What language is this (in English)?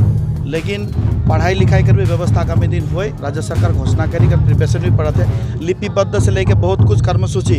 Sadri